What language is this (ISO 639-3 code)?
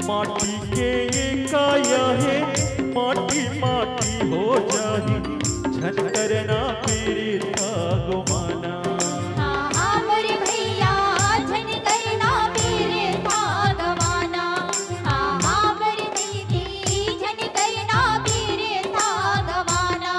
hne